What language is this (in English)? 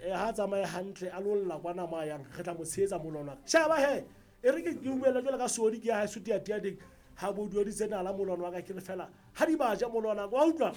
Southern Sotho